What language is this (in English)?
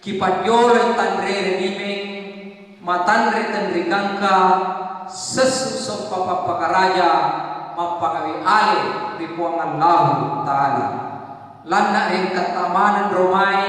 Buginese